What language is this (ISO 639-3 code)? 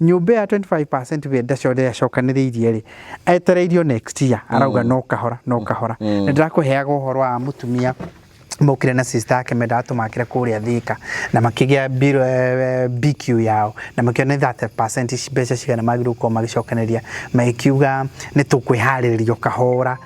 kik